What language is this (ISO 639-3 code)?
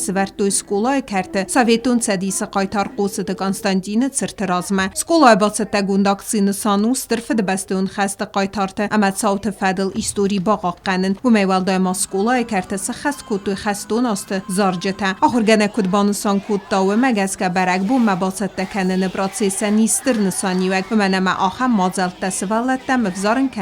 oss